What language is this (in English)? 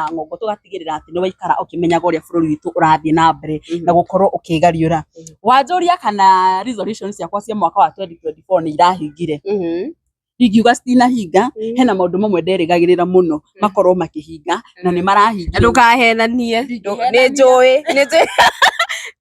Kikuyu